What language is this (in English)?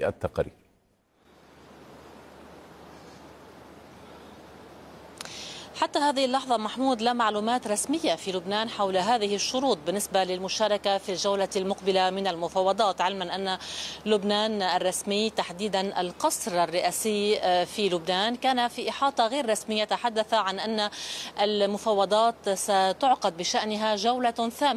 Arabic